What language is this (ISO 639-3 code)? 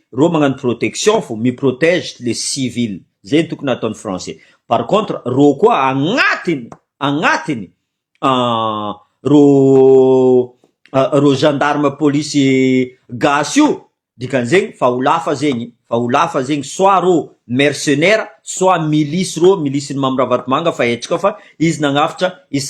mlg